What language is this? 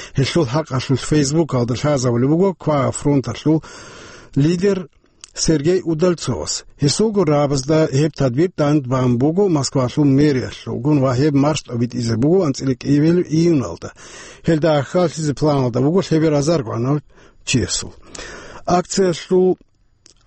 Avaric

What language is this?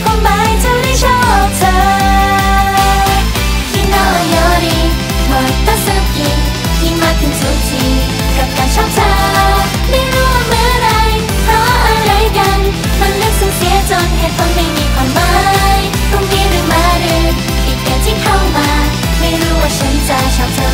Thai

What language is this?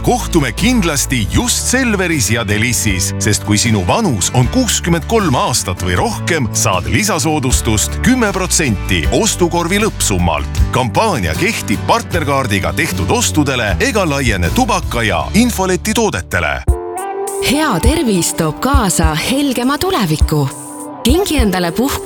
Estonian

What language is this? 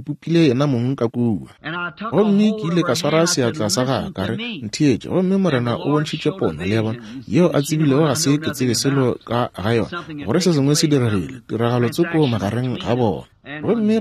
Northern Sotho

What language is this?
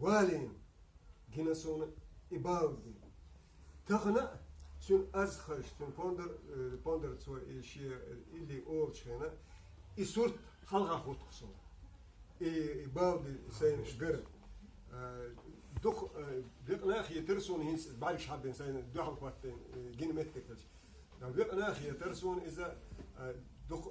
Chechen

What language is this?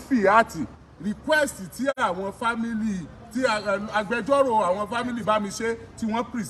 Yoruba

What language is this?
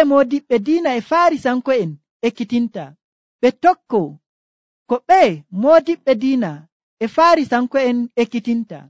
Nigerian Fulfulde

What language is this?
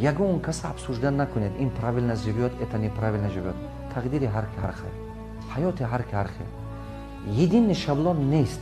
Tajik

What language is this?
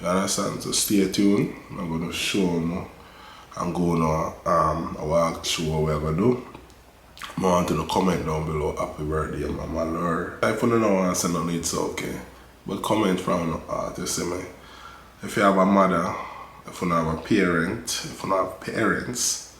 Jamaican Creole English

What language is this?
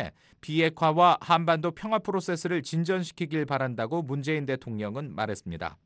Korean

